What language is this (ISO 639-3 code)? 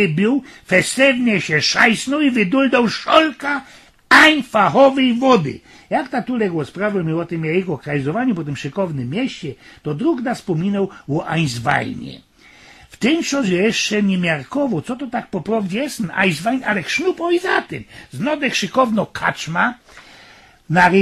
szl